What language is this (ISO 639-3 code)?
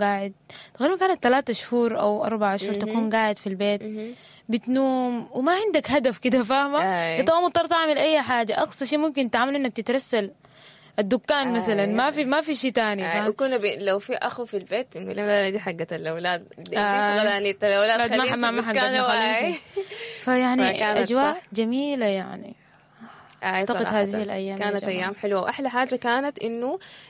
apd